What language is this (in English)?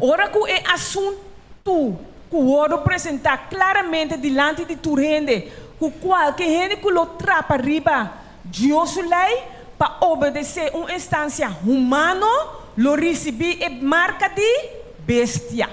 Papiamento